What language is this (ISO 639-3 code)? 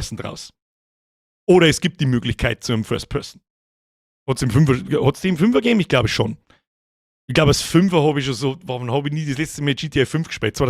bar